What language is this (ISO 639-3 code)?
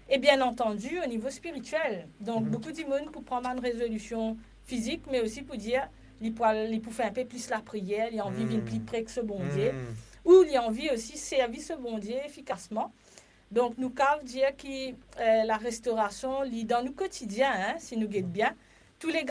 mfe